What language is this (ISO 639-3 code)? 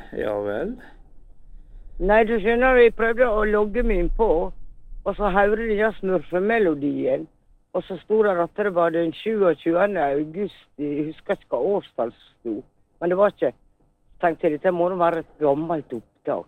nor